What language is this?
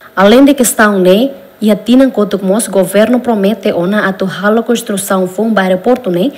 Tetum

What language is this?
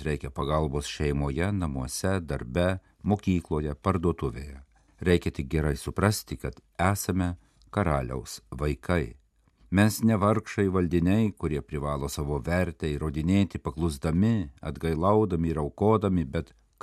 Lithuanian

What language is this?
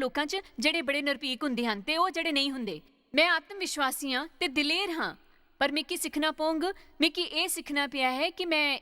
Dogri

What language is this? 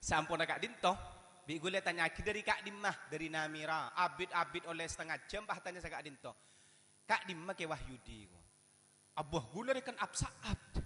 Madurese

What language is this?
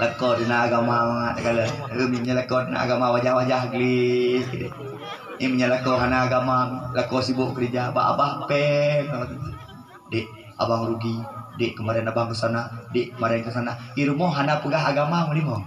Achinese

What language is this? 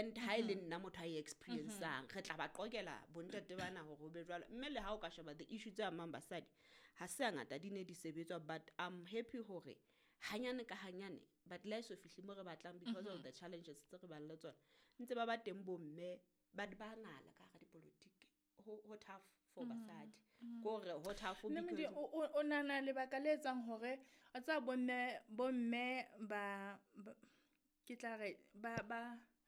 Southern Sotho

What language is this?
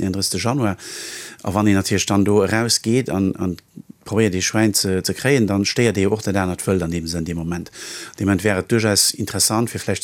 Luxembourgish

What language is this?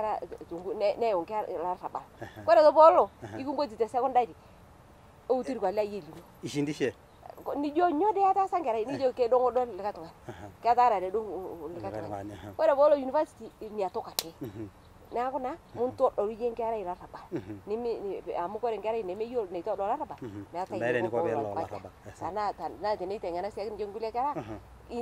Masai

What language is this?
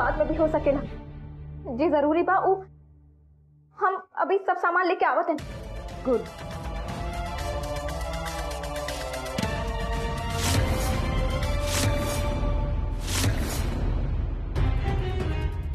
Bhojpuri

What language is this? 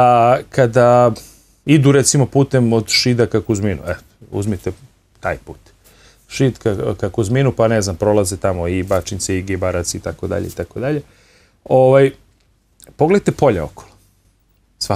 Serbian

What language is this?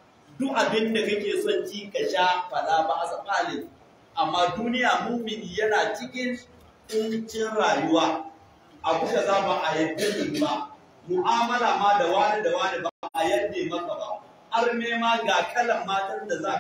Hausa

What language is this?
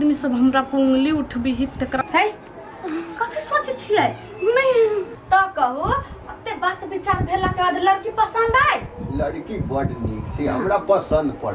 Maithili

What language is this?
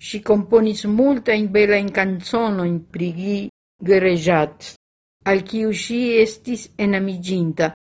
Esperanto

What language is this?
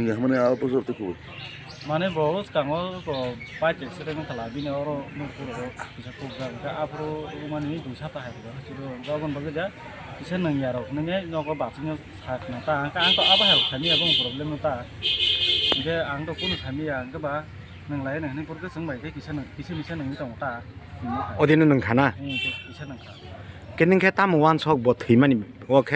Kok Borok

